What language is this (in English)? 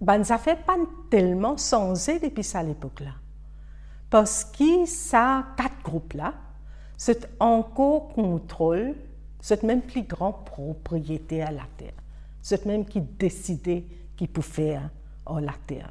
Morisyen